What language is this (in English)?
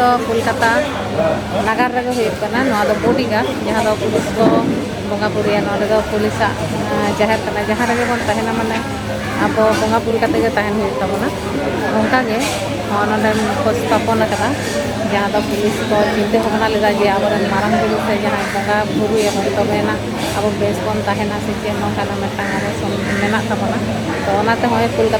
Santali